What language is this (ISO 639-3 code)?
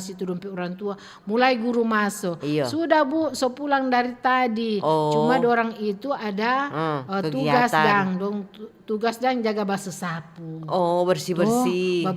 xmm